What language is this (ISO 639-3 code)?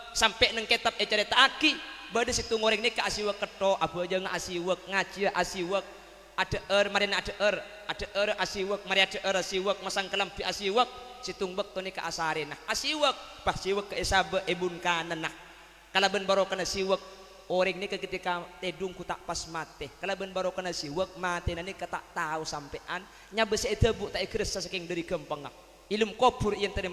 mad